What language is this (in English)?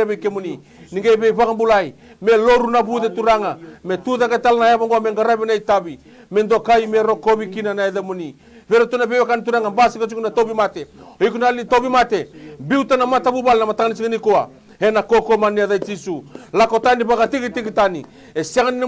Fijian